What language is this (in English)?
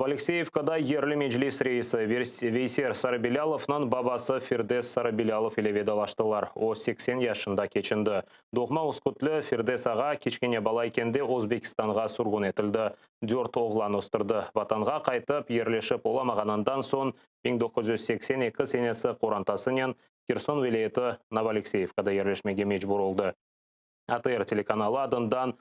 Crimean Tatar